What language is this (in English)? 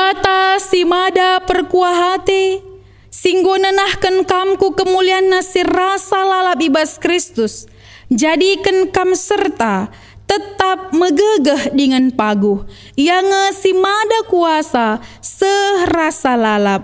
Batak Karo